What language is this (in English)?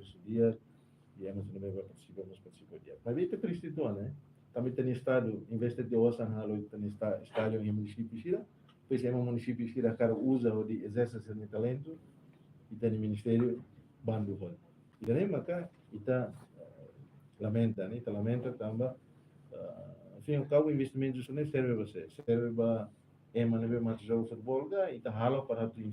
Tetum